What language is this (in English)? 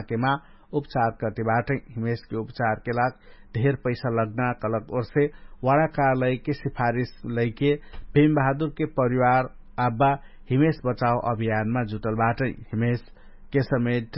Dangaura Tharu